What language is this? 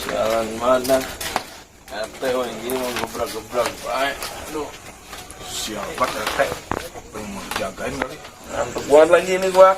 Betawi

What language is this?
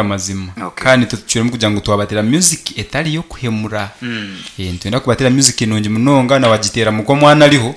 Nyankole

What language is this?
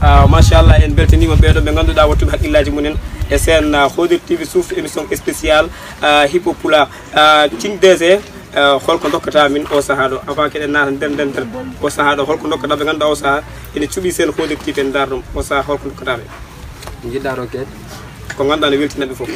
Pular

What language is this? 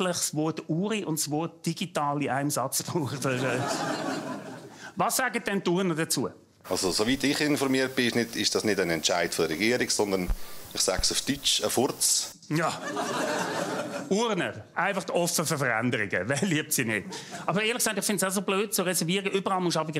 German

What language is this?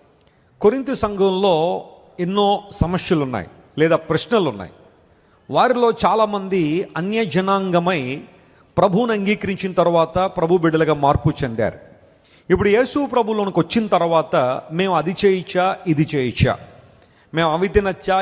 Telugu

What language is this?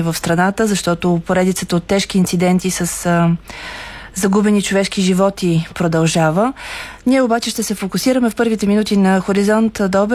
Bulgarian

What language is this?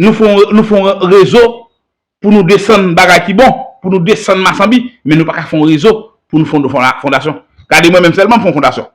Haitian Creole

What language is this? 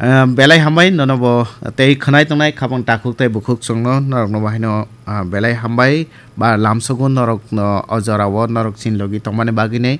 Kok Borok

